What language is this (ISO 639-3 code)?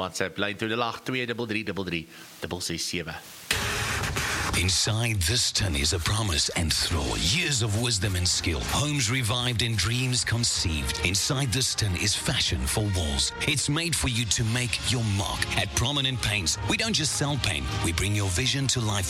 afr